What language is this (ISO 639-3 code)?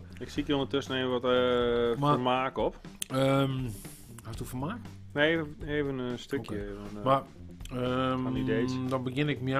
fry